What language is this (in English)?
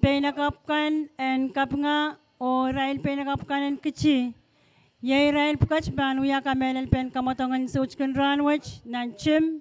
Pohnpeian